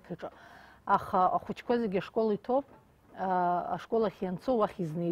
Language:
Abkhazian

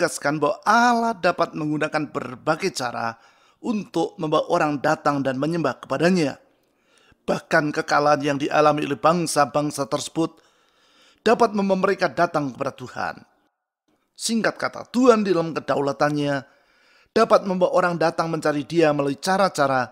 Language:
Indonesian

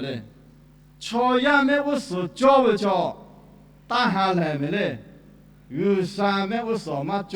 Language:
Lahu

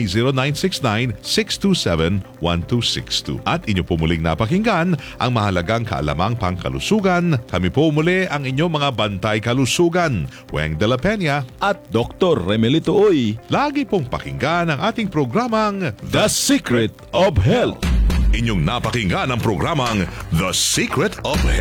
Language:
Filipino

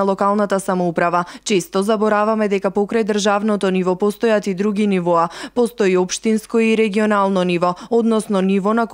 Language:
Macedonian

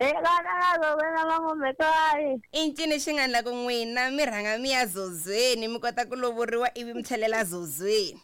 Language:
Tsonga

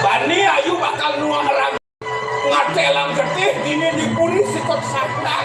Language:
Balinese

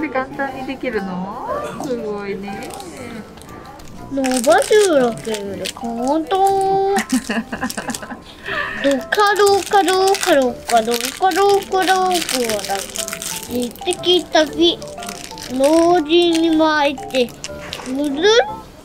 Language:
Japanese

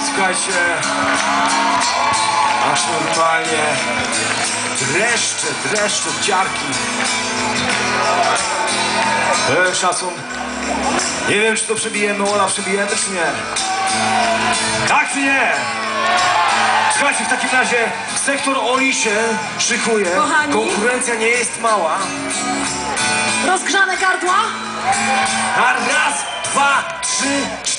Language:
Polish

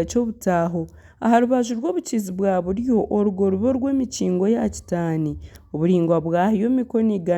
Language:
Nyankole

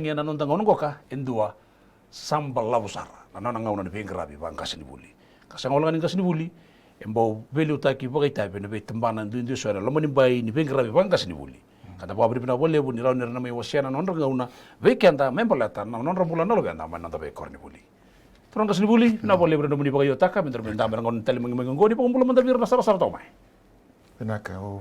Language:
Fijian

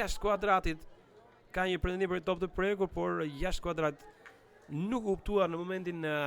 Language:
Albanian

